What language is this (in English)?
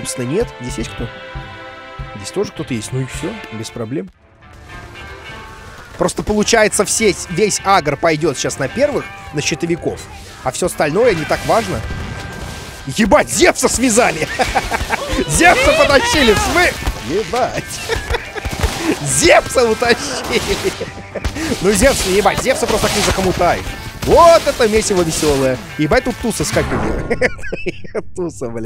Russian